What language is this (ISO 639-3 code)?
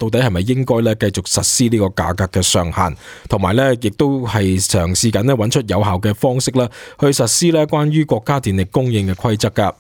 yue